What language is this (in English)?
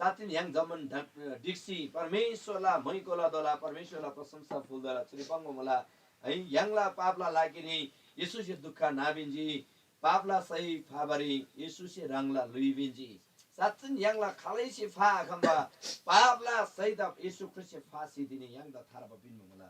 Eastern Tamang